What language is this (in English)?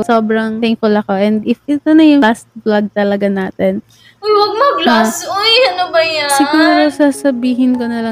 Filipino